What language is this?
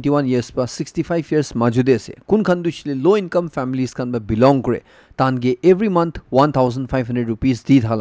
Naga Pidgin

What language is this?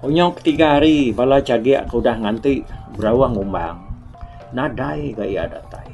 Iban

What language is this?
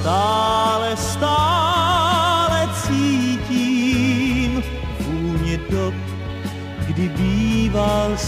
Czech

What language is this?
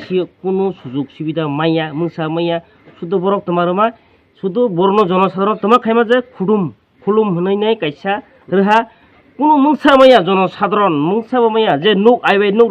Kok Borok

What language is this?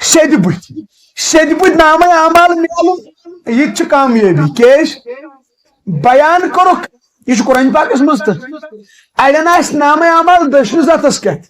Kashmiri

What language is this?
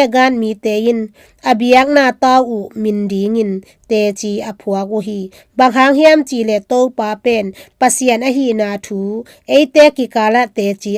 Tedim Chin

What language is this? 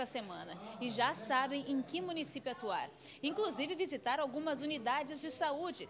Portuguese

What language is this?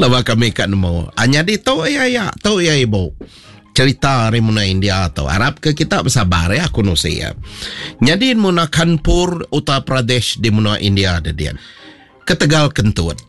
Iban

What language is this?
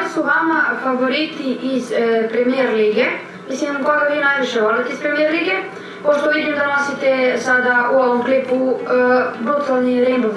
Croatian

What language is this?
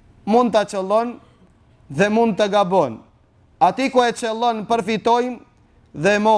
Albanian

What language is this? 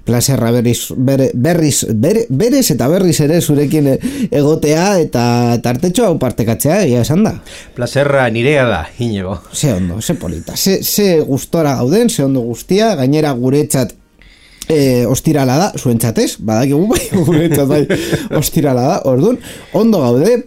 Basque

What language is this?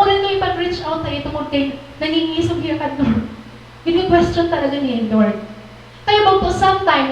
Waray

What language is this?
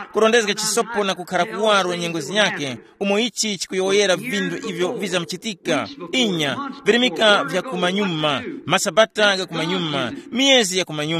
Tumbuka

